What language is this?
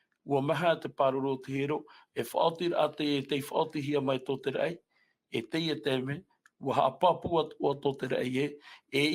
Tahitian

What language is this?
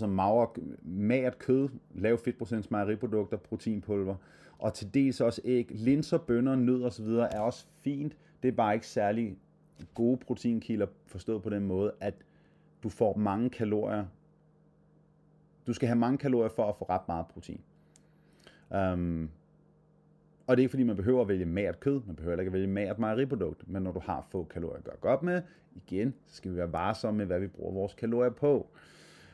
Danish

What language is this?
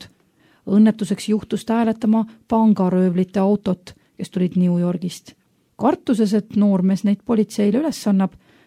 Estonian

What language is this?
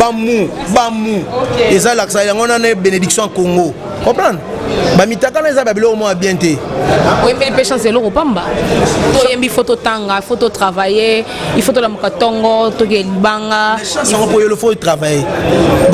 Lingala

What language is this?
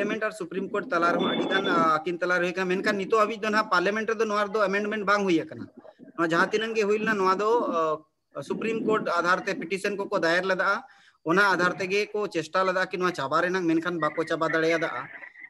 Santali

